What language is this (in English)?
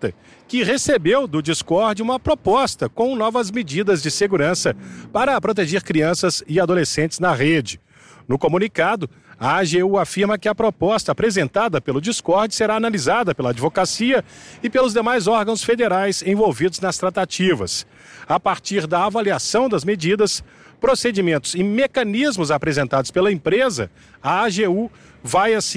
Portuguese